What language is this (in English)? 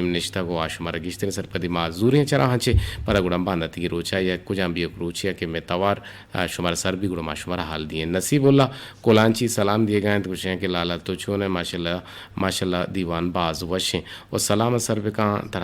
Eastern Balochi